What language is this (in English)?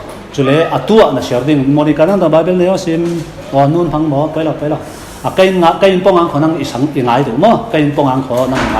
Falam Chin